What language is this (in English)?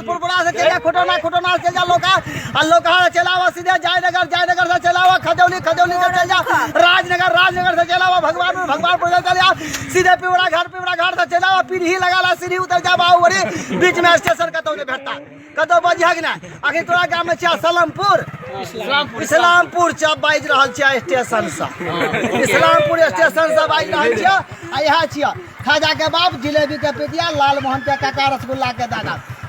Maithili